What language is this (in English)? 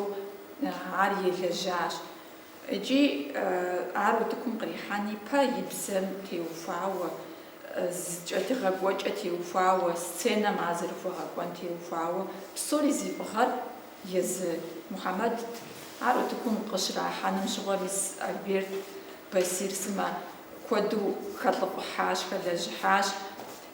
Kabardian